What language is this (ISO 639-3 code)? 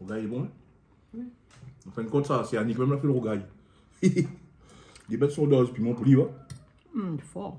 rcf